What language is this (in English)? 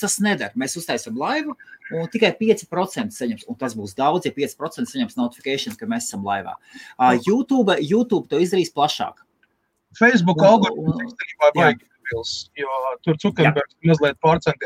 Latvian